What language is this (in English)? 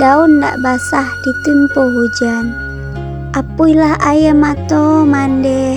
Minangkabau